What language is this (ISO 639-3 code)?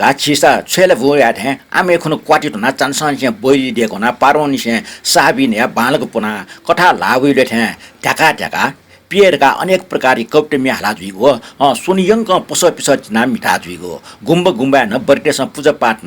new